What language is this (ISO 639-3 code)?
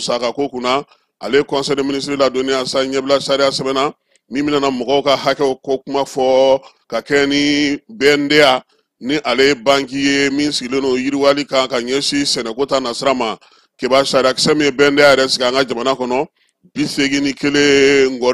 bam